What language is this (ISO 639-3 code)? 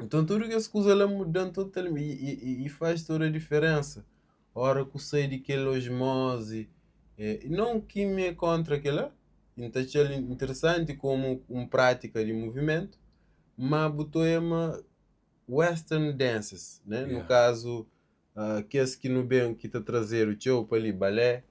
kea